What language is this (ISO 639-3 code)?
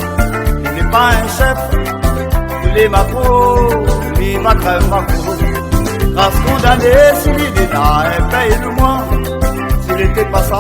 rcf